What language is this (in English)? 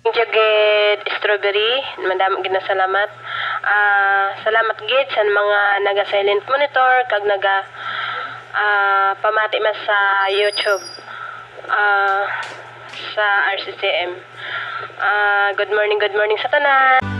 Hiligaynon